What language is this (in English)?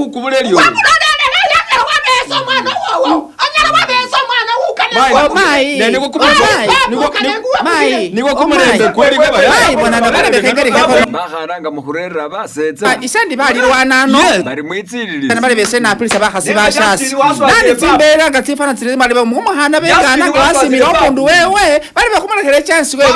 Masaaba